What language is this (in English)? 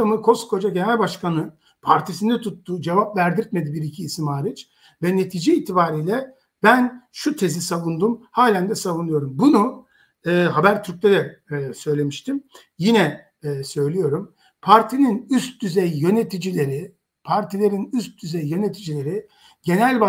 Turkish